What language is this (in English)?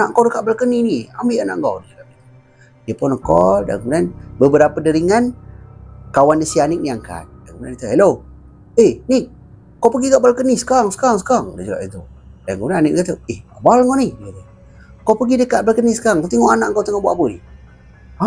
Malay